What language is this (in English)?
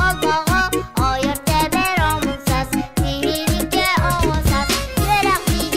Yakut